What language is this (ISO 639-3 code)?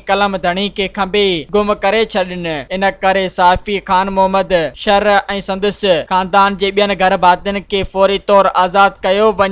snd